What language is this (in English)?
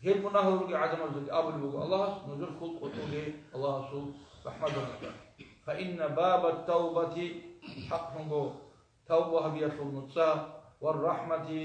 Avaric